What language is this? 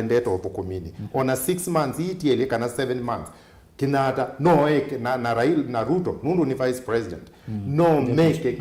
Kamba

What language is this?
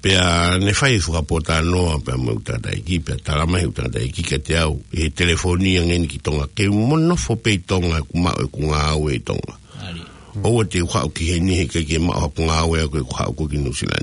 Tongan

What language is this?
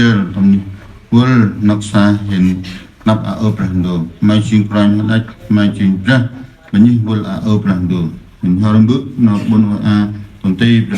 Central Mnong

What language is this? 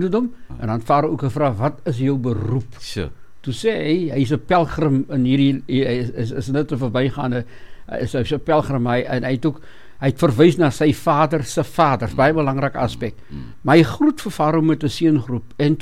Afrikaans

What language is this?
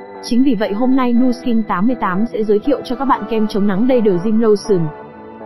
Vietnamese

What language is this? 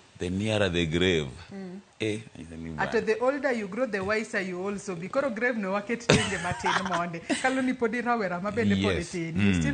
Luo (Kenya and Tanzania)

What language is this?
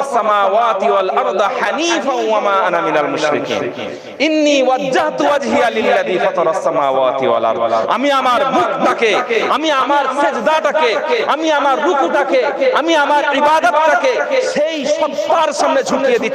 Bangla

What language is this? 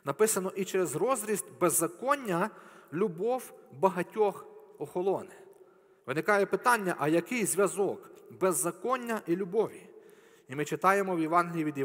Ukrainian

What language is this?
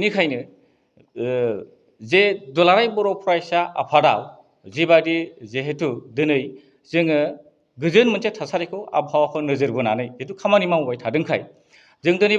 Bodo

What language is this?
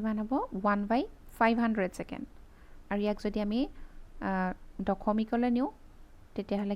Assamese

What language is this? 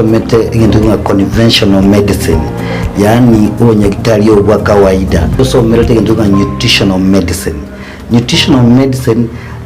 Gusii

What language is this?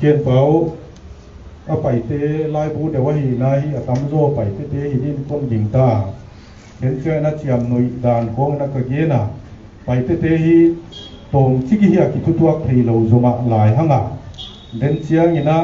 Paite Chin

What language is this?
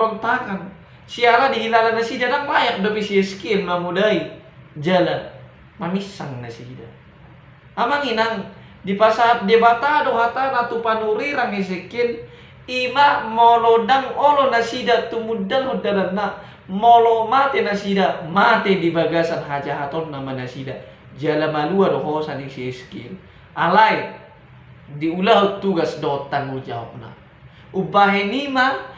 Batak Toba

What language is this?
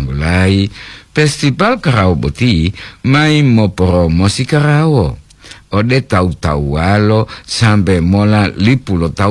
Gorontalo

